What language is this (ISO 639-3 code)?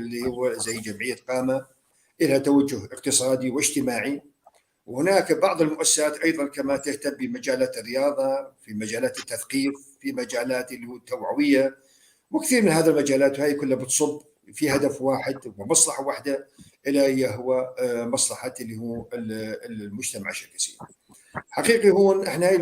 apc